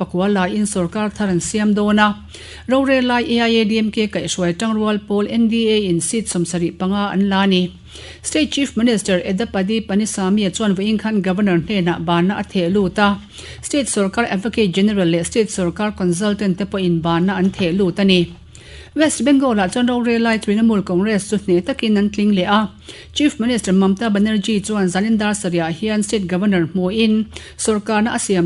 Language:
Mizo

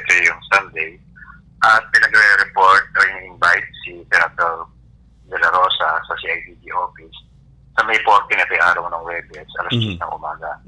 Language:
Filipino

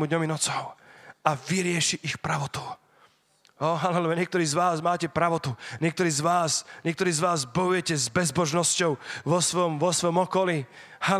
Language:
Slovak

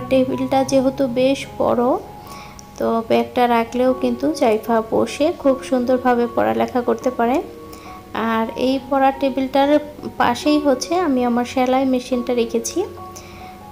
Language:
Bangla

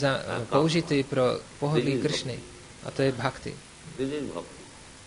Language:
Czech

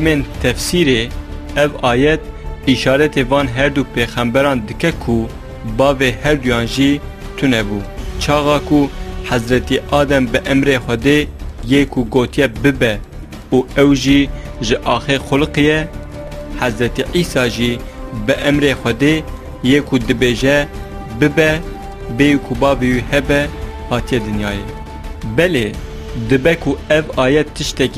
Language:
Kurdish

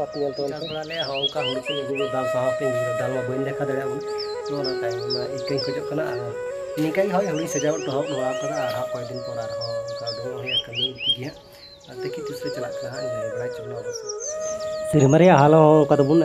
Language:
Santali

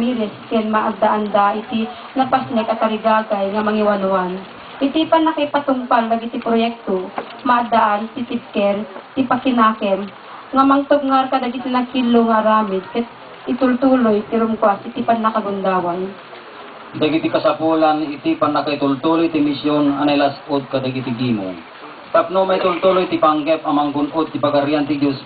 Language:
Iloko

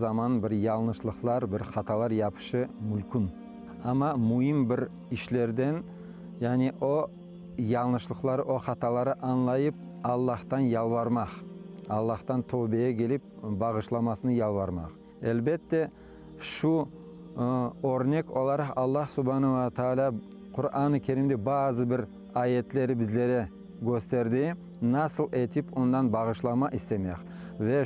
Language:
Crimean Tatar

